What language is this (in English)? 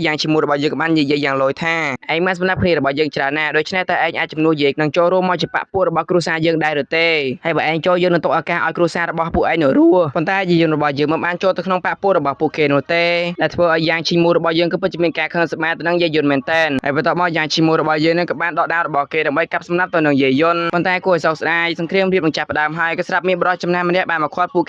Khmer